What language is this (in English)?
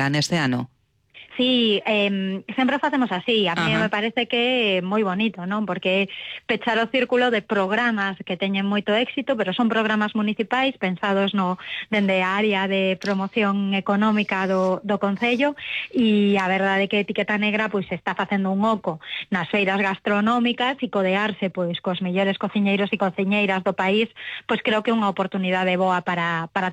Galician